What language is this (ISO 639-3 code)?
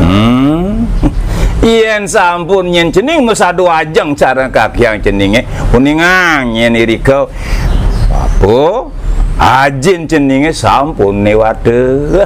ban